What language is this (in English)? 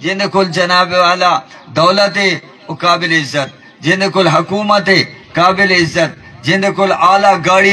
Saraiki